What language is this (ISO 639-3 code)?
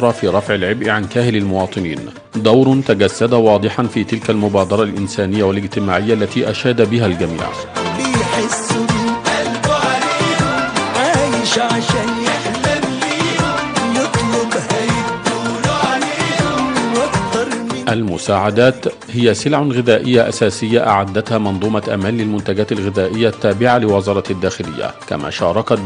ara